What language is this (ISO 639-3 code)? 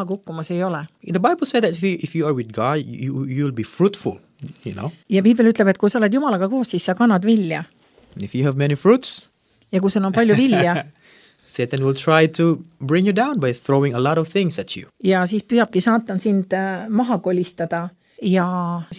est